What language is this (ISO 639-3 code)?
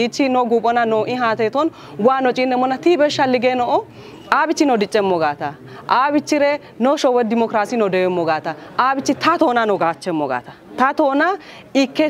kbr